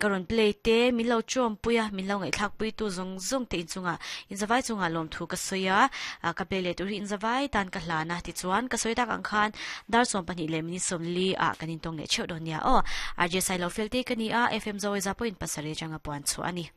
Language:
Mizo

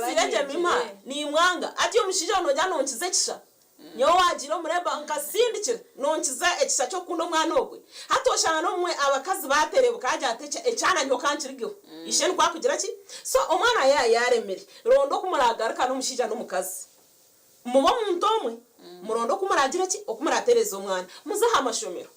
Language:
Nyankole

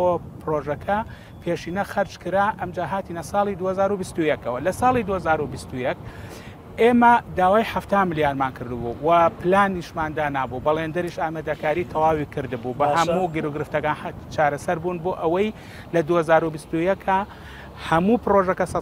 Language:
Central Kurdish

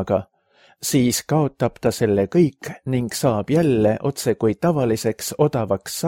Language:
Estonian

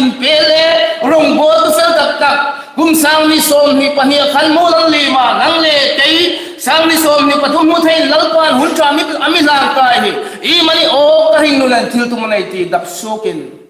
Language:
Hmar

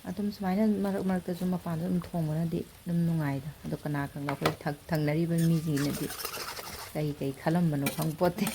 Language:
Manipuri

